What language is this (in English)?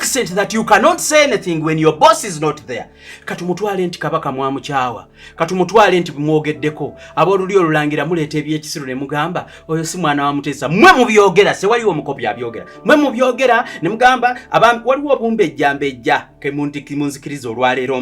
Ganda